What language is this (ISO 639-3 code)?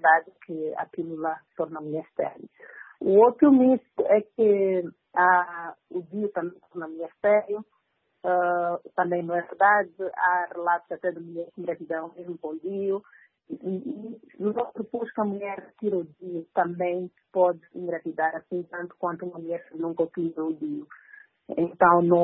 por